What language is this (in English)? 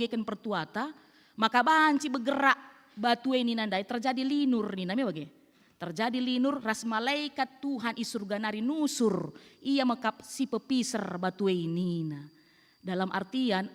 Batak Karo